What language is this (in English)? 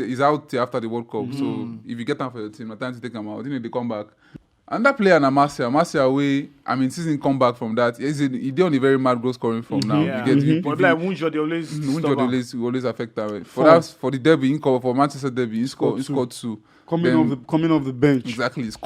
Nigerian Pidgin